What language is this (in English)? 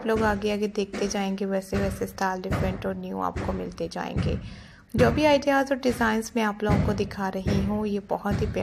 Hindi